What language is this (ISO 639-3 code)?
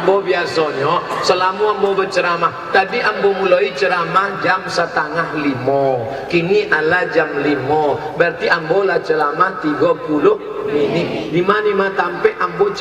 min